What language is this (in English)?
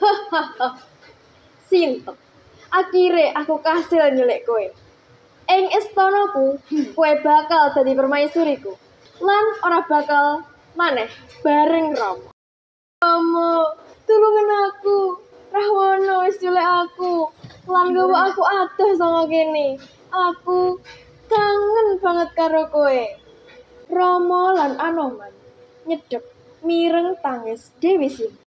Javanese